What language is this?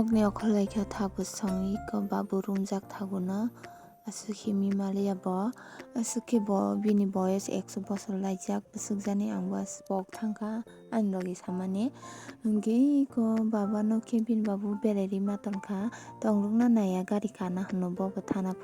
Kok Borok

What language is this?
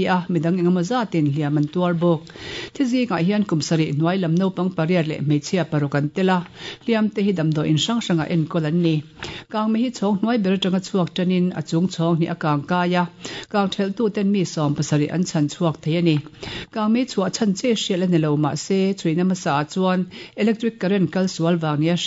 Mizo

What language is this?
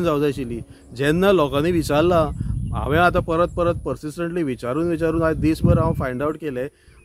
Konkani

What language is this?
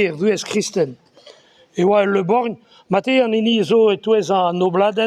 Breton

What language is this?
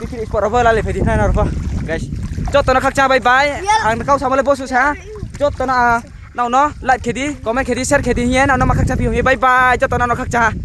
Riang (India)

